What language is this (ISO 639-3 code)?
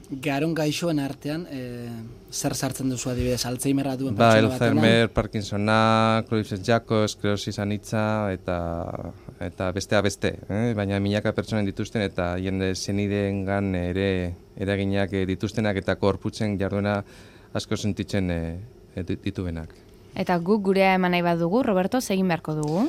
eus